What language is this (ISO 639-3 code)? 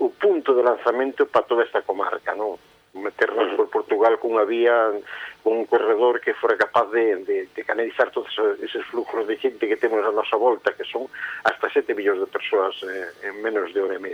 glg